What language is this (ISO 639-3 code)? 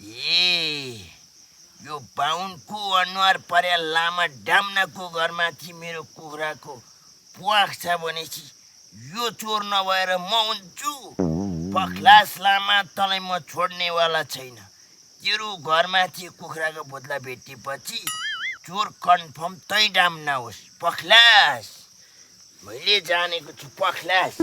nep